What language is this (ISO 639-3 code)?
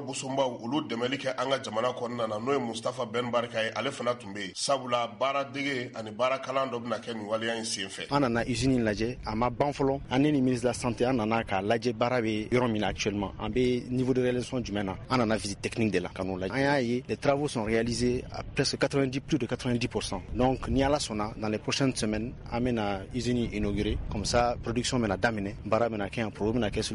bam